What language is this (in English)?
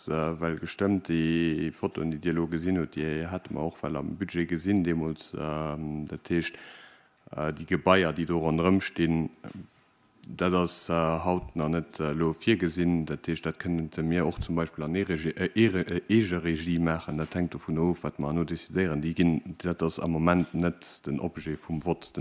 Luxembourgish